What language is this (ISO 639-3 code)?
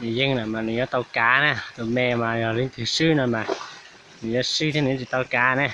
hmn